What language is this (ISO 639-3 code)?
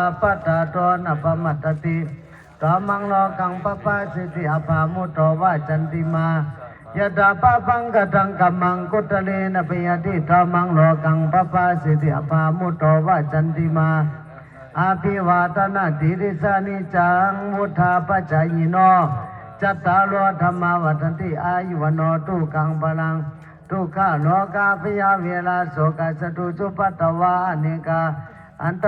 pli